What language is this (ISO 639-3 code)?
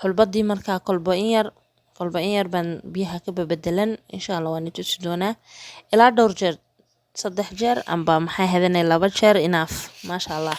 som